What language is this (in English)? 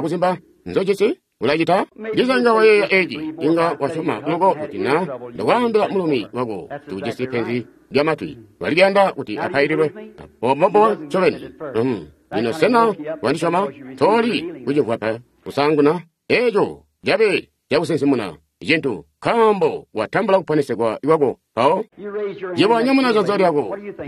Tonga (Zambia)